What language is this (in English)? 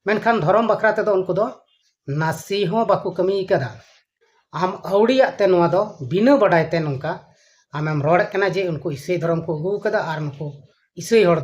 Santali